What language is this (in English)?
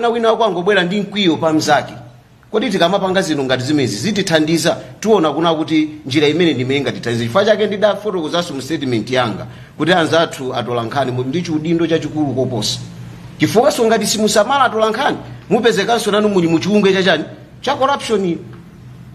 Nyanja